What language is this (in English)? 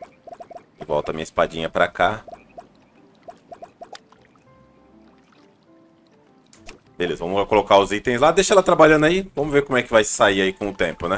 Portuguese